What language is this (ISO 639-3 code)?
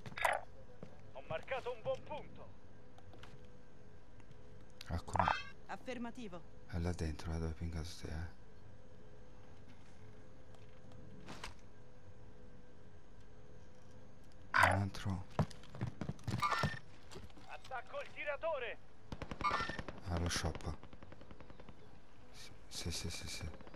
ita